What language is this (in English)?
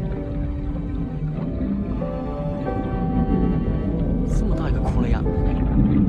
Chinese